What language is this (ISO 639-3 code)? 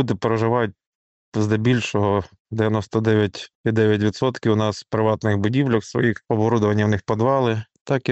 ukr